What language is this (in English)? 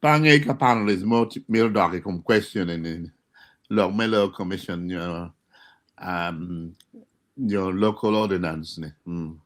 Acoli